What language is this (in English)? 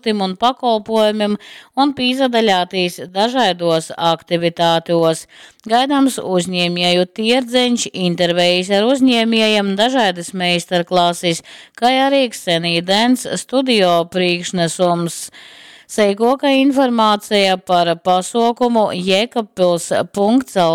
Latgalian